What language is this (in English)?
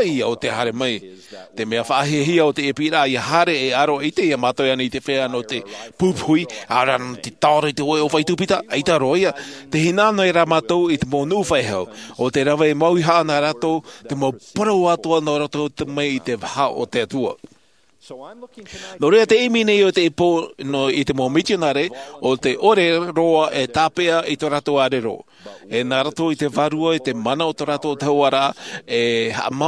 Tahitian